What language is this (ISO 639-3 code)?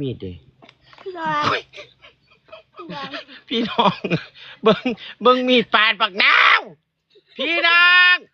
lao